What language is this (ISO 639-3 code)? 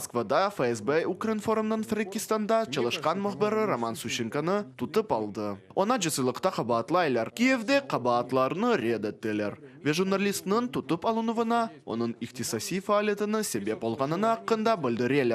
crh